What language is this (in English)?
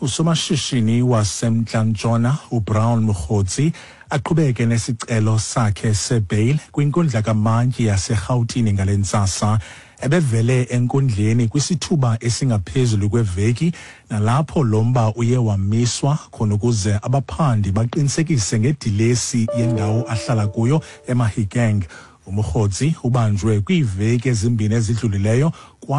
Xhosa